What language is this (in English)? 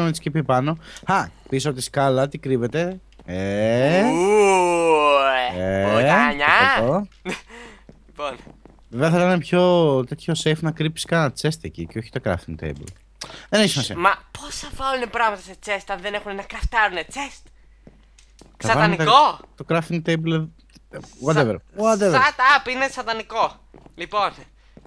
Greek